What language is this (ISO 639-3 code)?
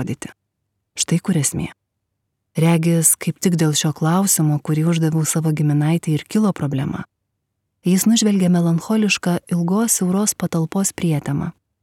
lit